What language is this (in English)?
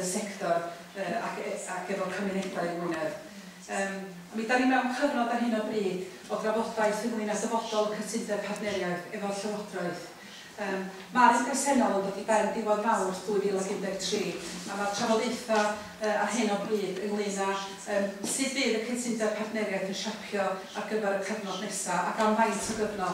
Welsh